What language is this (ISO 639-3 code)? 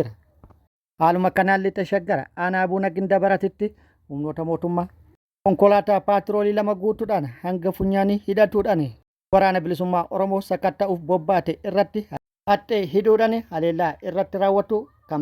orm